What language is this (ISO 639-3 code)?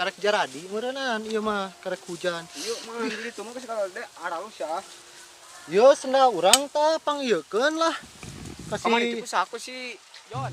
sun